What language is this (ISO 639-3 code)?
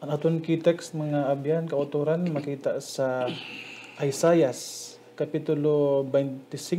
hil